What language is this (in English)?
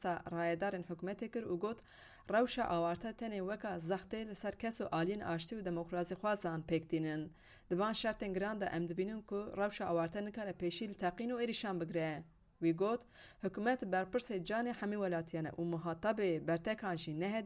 Kurdish